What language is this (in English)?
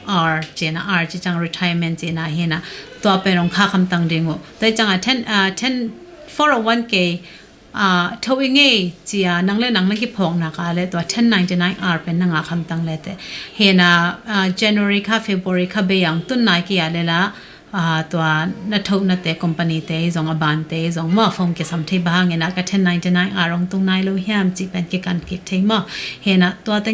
Tedim Chin